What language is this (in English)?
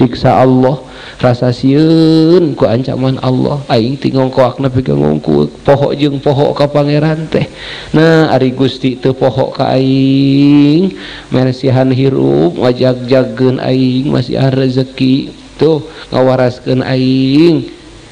Sundanese